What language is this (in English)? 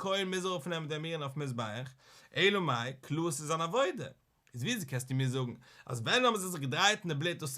Yiddish